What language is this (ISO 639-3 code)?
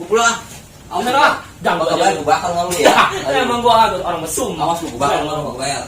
bew